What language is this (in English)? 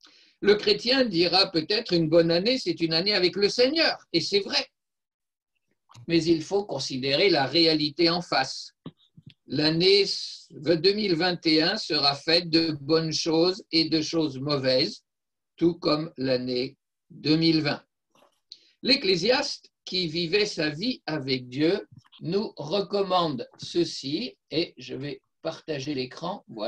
French